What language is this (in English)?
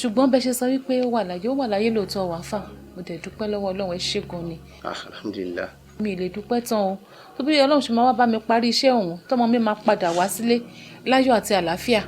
Yoruba